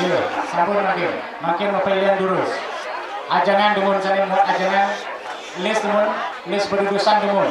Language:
Balinese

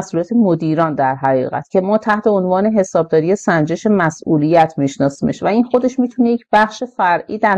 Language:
Persian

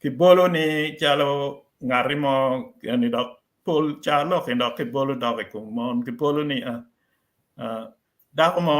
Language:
Acoli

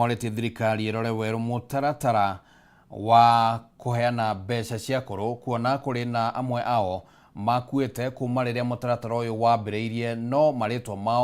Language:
Kikuyu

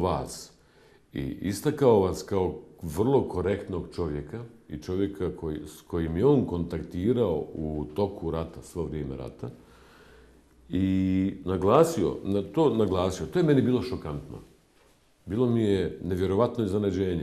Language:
Bosnian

